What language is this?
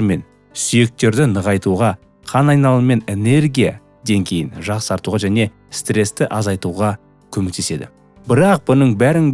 Kazakh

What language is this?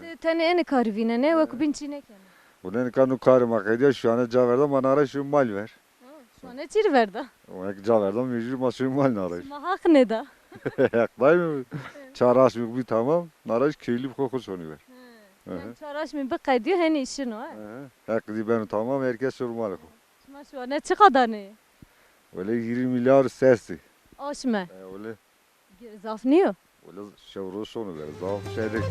Zaza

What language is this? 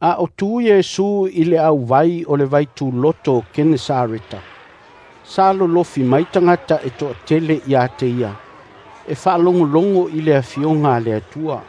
Samoan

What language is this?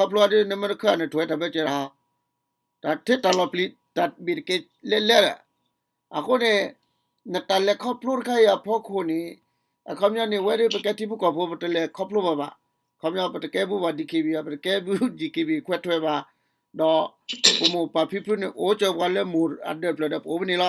S'gaw Karen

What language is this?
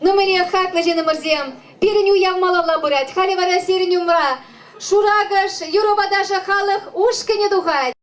Chuvash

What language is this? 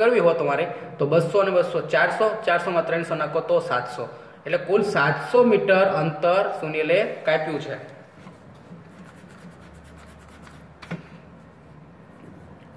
Gujarati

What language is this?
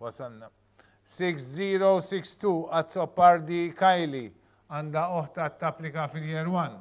Maltese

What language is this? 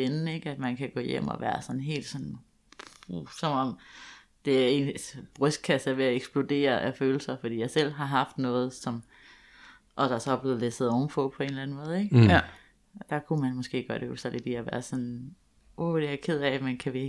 Danish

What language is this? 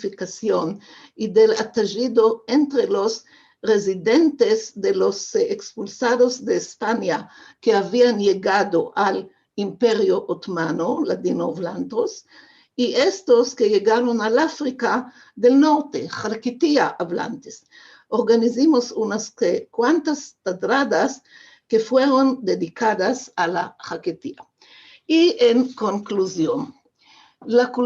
Ladino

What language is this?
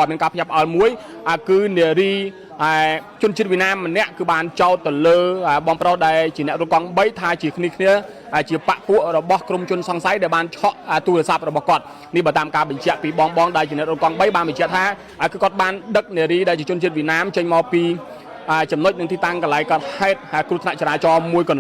Khmer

